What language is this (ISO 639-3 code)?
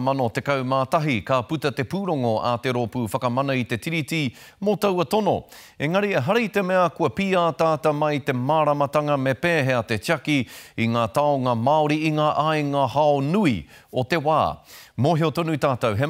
mri